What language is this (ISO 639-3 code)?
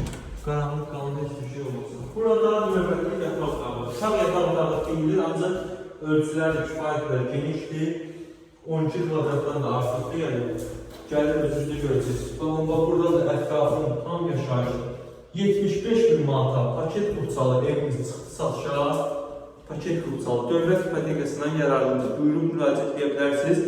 aze